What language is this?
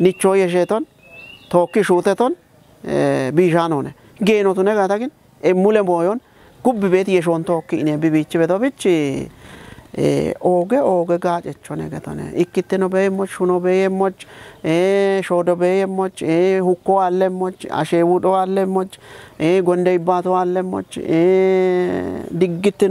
Kafa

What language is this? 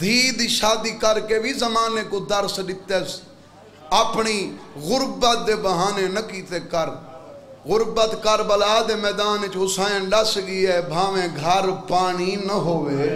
Saraiki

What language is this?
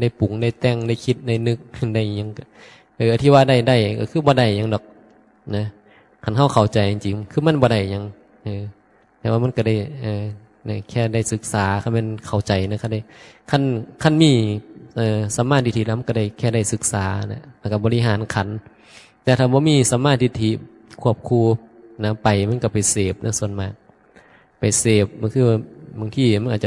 Northeastern Thai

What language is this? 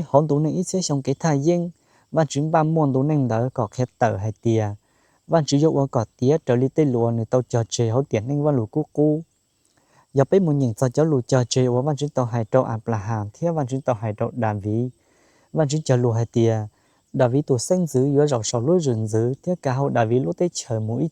Hmong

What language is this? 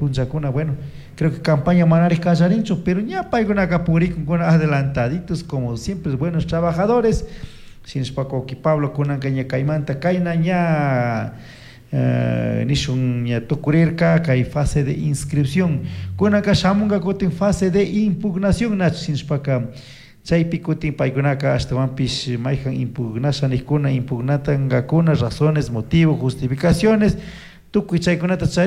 Chimborazo Highland Quichua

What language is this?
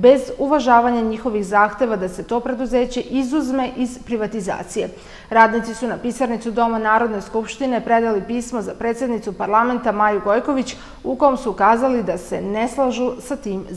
Serbian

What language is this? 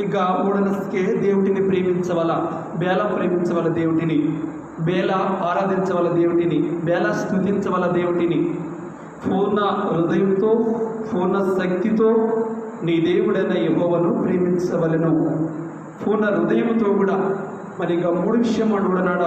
Koya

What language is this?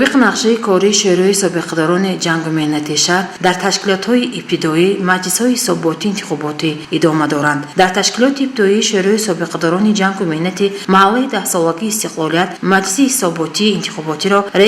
Tajik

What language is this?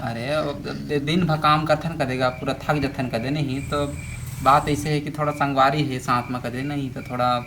Chhattisgarhi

